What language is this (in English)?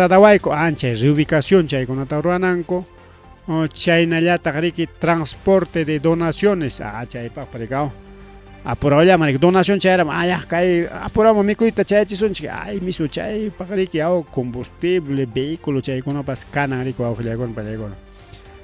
Ayacucho Quechua